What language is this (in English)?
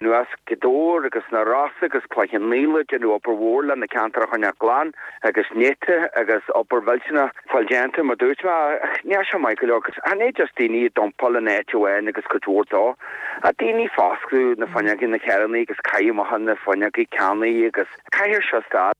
Irish